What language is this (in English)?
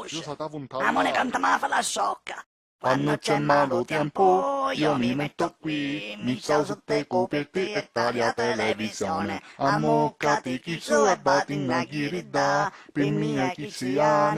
Sicilian